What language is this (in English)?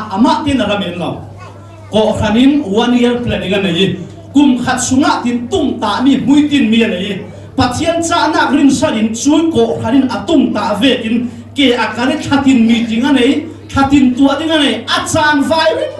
Falam Chin